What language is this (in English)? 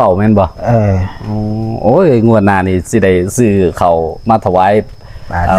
Northeastern Thai